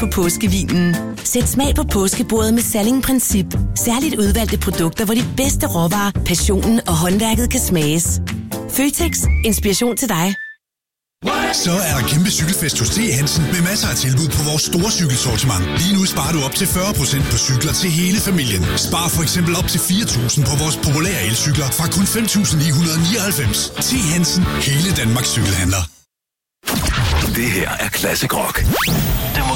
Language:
Danish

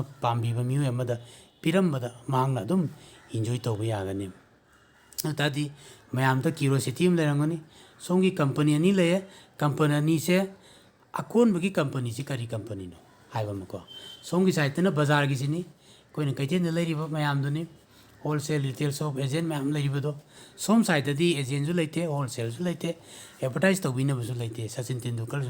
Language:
Manipuri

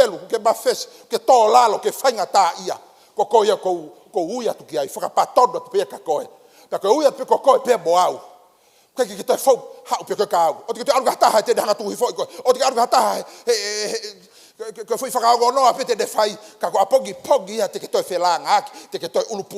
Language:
Tongan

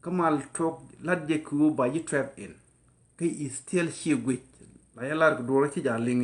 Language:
Nuer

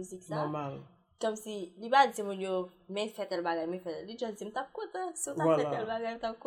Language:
Haitian Creole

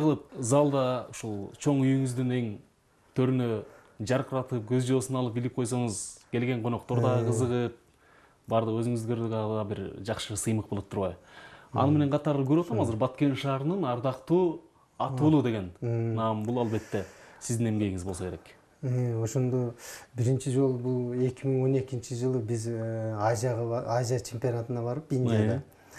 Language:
Kyrgyz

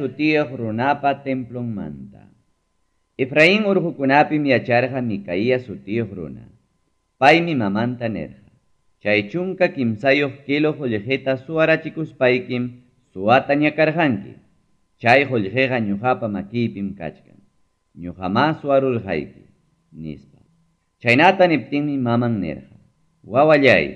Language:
Ayacucho Quechua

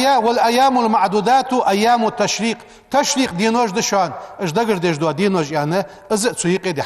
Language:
Ingush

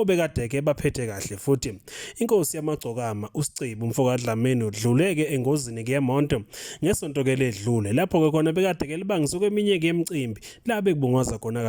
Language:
Zulu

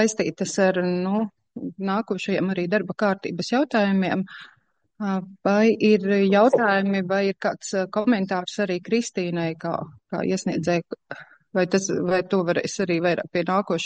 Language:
Latvian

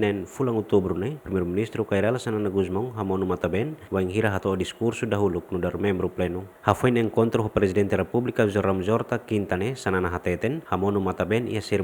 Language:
Tetum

